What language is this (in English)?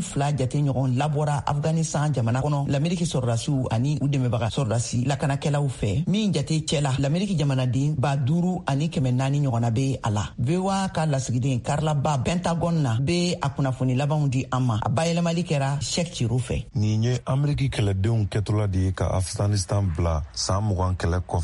Bambara